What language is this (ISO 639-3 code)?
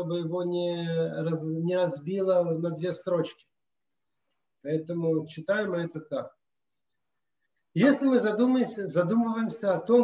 rus